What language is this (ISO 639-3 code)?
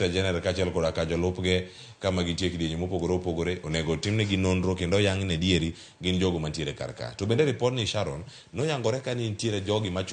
luo